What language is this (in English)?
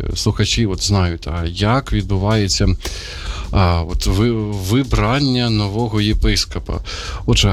Ukrainian